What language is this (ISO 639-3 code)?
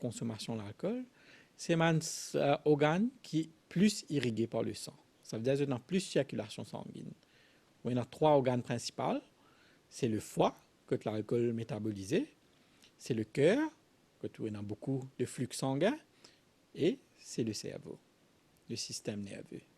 mfe